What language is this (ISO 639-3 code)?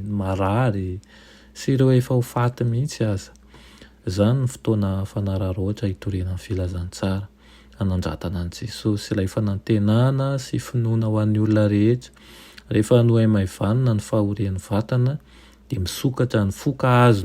mlg